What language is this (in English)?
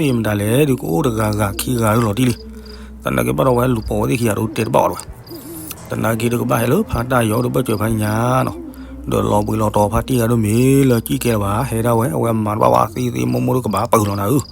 S'gaw Karen